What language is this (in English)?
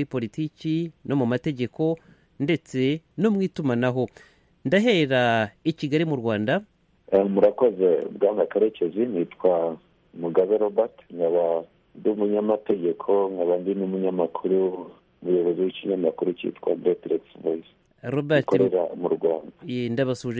Kinyarwanda